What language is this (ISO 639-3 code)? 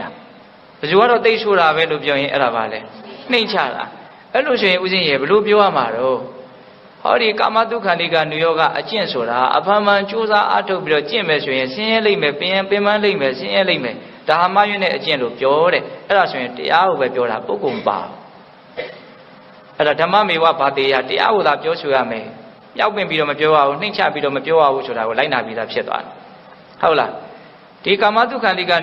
mya